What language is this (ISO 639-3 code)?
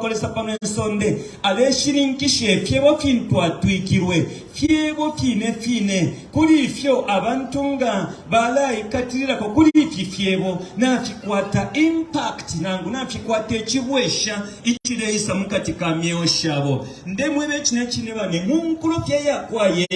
bem